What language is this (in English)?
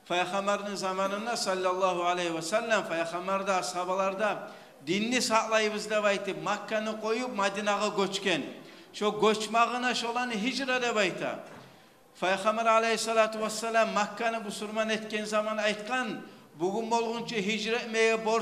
Kumyk